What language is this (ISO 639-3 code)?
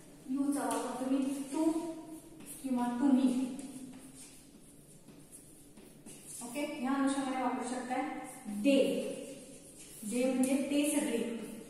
mar